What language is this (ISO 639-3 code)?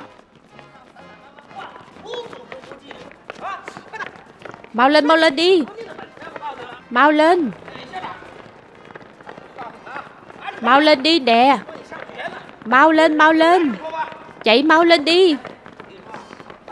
vie